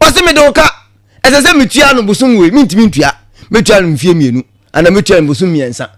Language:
Akan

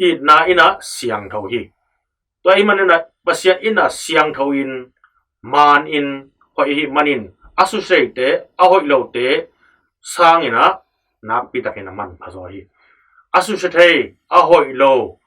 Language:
Tedim Chin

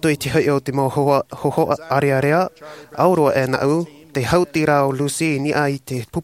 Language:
Tahitian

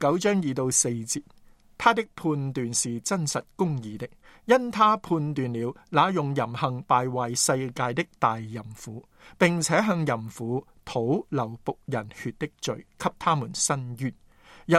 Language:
Cantonese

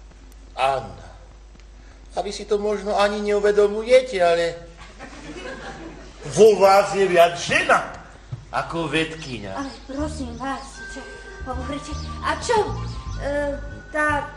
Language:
Slovak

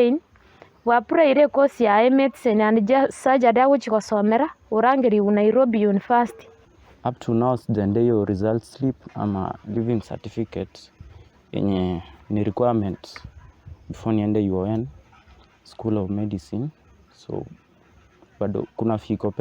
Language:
Gusii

